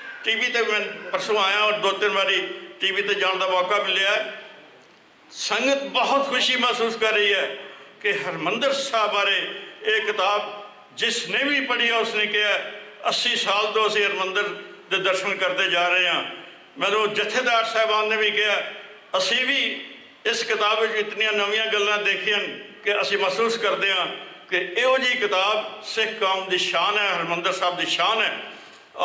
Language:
Punjabi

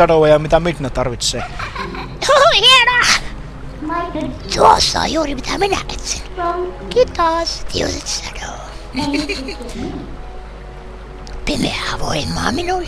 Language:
Finnish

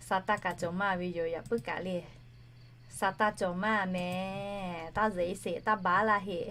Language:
Lahu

